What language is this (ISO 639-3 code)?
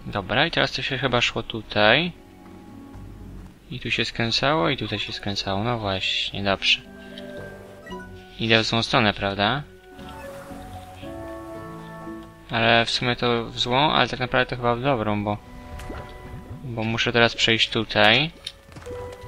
pol